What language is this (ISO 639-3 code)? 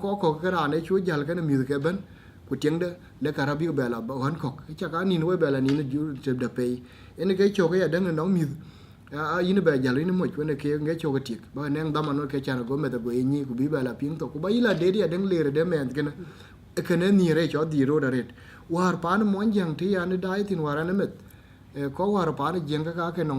din